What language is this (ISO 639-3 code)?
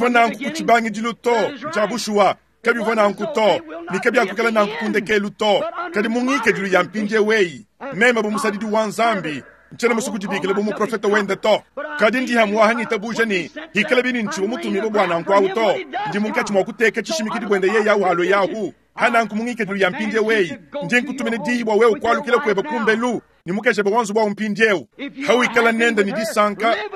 lua